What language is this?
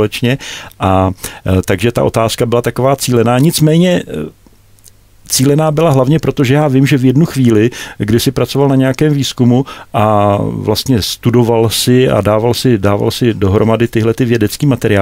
Czech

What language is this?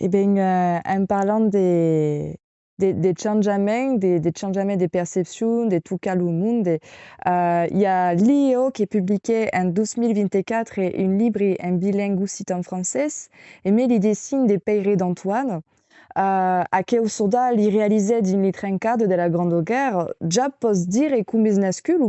Occitan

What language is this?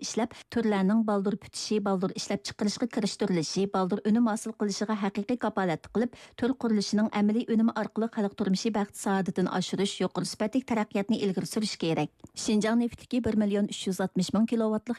Uyghur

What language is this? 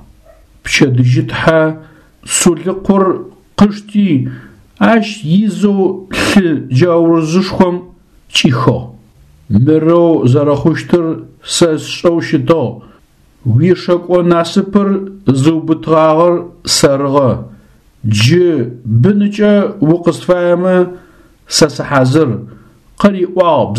Adyghe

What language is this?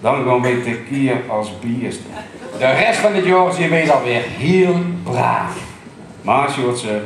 Limburgish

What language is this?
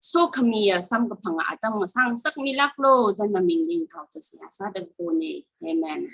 Tangkhul Naga (India)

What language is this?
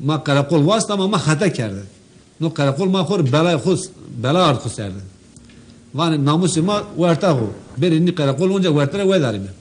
Zaza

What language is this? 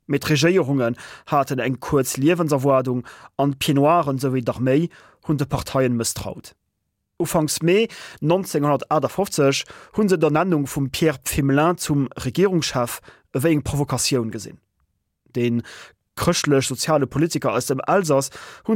Luxembourgish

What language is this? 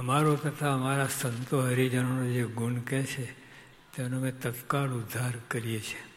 Gujarati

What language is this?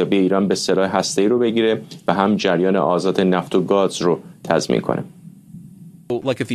Persian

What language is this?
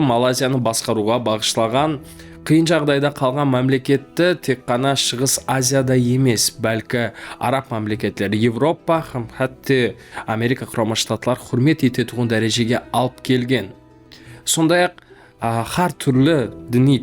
Kara-Kalpak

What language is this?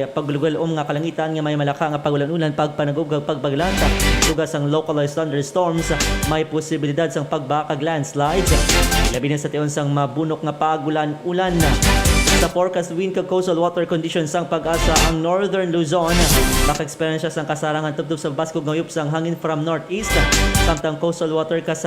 Hiligaynon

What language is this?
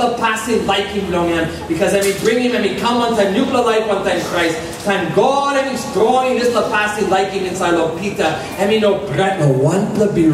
Tok Pisin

